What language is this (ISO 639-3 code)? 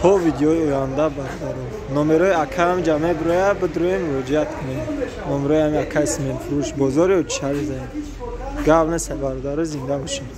tgk